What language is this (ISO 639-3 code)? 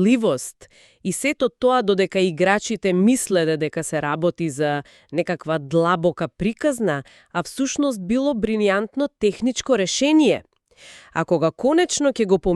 mkd